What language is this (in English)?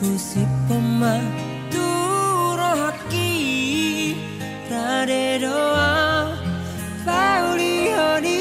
Batak Toba